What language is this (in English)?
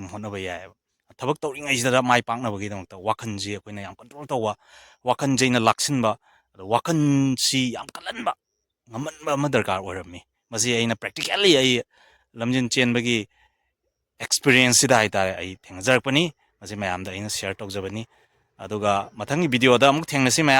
Manipuri